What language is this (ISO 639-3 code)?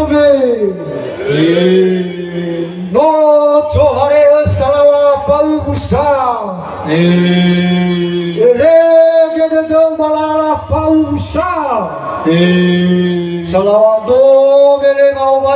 nia